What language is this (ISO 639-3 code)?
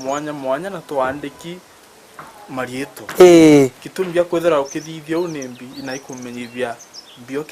mer